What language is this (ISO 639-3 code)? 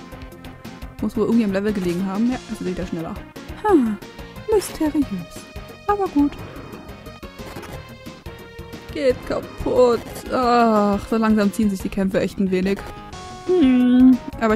deu